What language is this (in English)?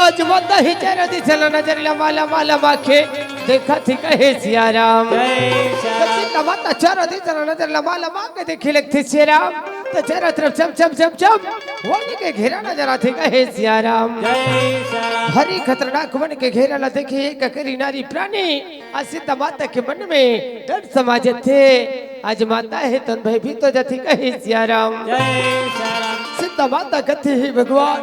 Chhattisgarhi